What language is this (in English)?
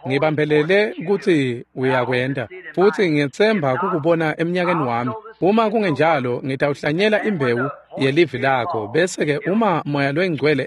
Swati